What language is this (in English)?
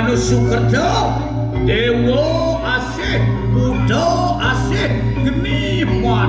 Balinese